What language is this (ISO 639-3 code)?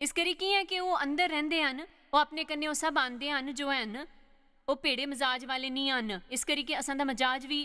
doi